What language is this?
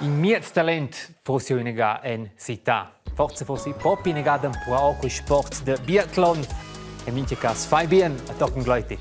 Romansh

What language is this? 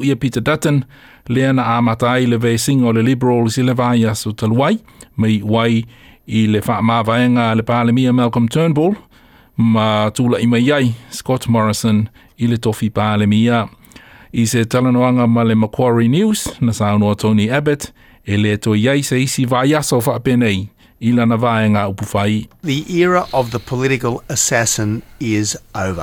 Samoan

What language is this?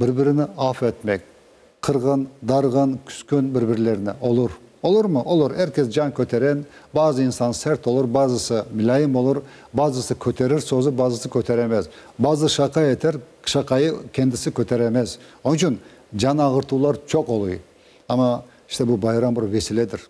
Crimean Tatar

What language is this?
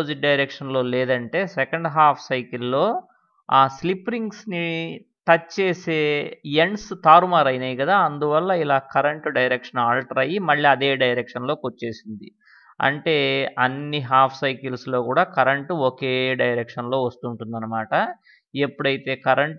Telugu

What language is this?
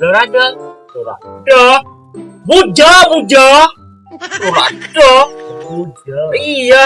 Madurese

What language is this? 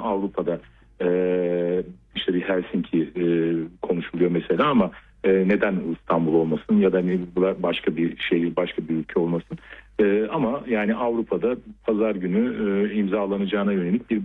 Turkish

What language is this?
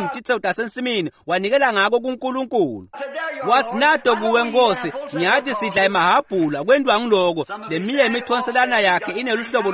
Swati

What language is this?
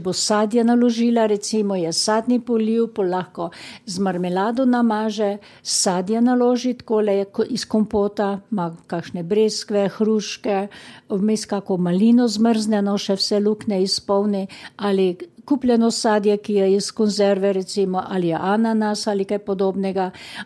Slovenian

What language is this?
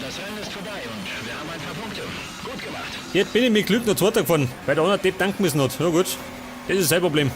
Bavarian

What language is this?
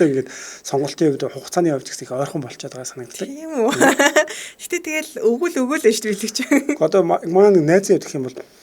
Mongolian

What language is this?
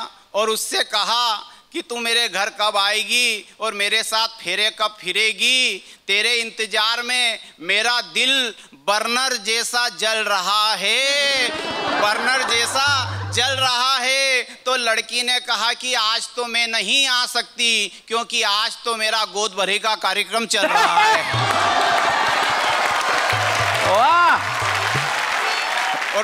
Hindi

